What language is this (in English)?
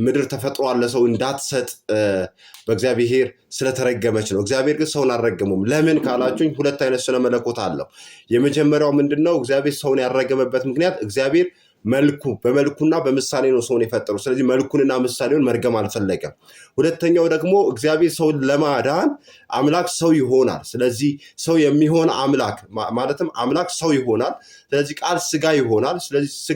Amharic